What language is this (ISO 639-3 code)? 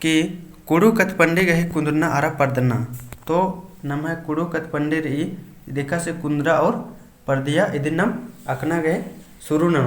kru